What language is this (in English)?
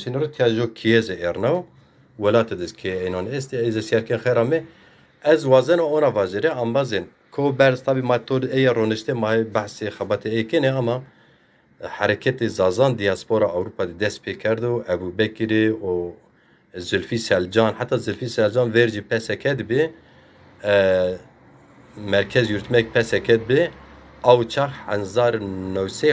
Zaza